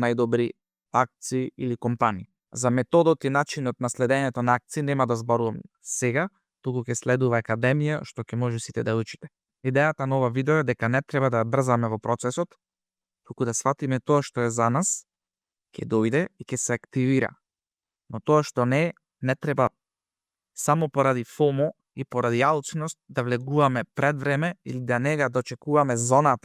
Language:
Macedonian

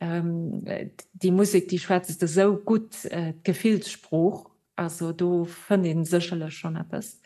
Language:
Luxembourgish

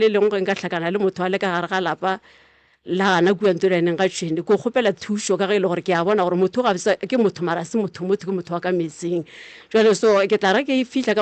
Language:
Northern Sotho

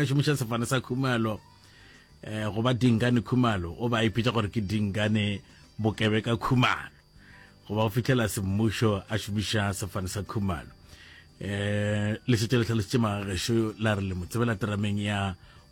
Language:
Northern Sotho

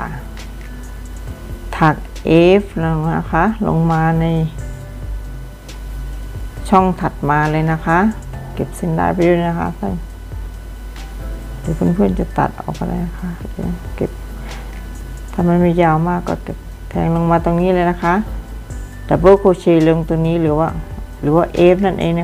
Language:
Thai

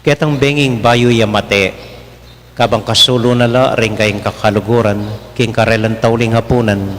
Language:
Pampanga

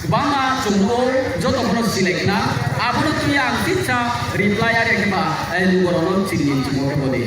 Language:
Riang (India)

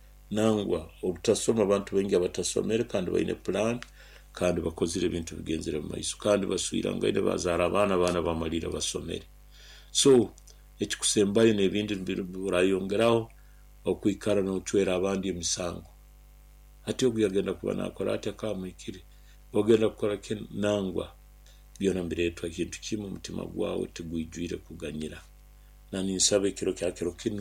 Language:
Nyoro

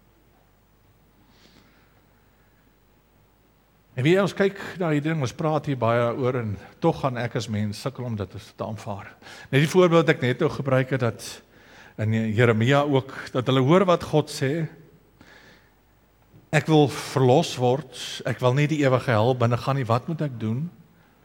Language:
Afrikaans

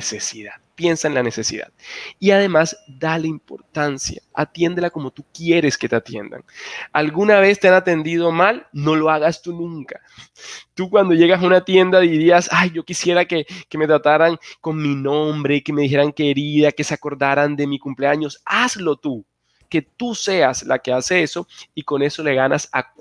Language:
Spanish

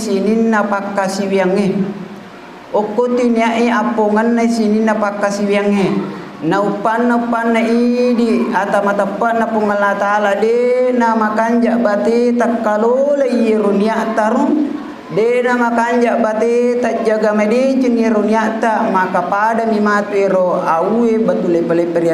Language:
Buginese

